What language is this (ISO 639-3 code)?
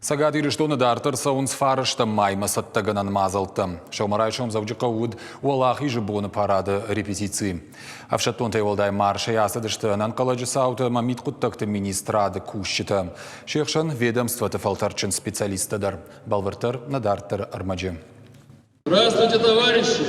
oss